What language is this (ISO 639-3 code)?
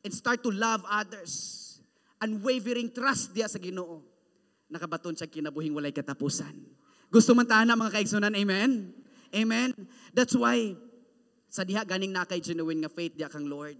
ceb